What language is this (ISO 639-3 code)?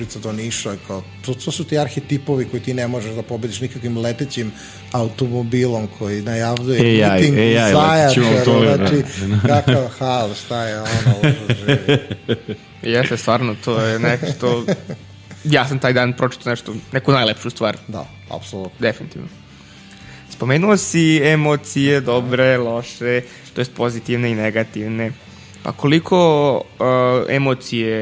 srp